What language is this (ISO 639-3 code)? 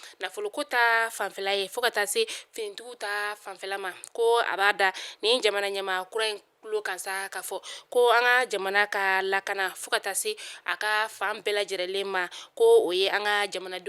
bam